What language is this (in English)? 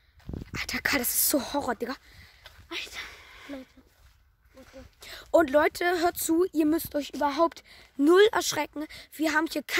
German